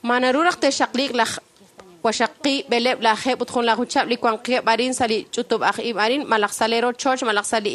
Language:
Kekchí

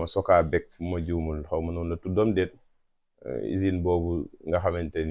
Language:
Wolof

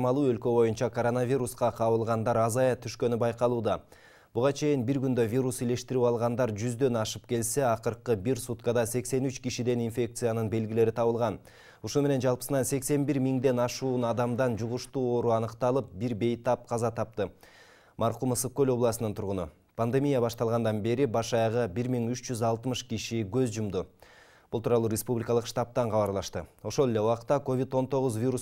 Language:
Kyrgyz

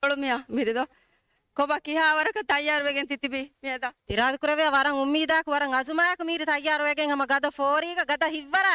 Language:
Divehi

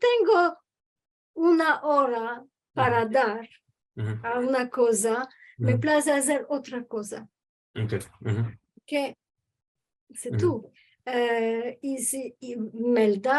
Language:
Ladino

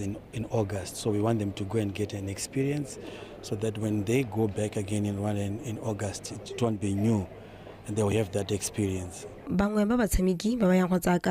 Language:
Tswana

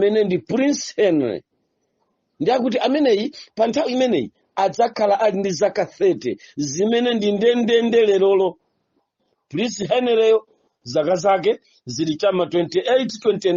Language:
Nyanja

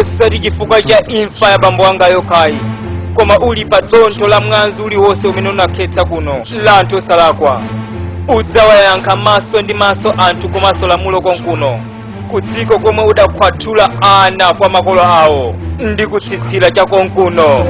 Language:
Nyanja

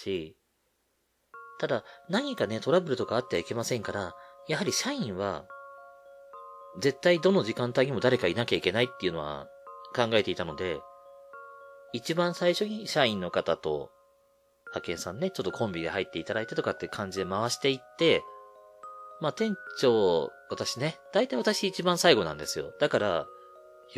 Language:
Japanese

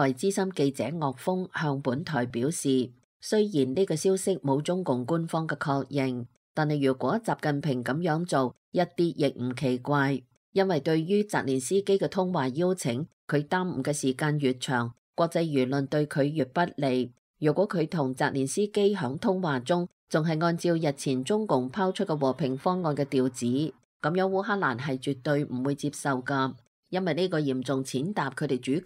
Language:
Cantonese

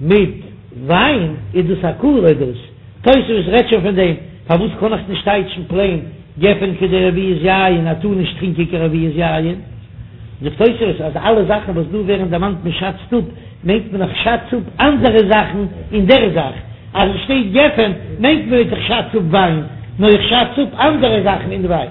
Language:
Yiddish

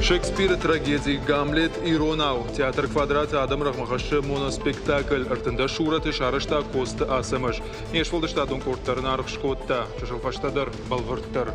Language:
Ossetic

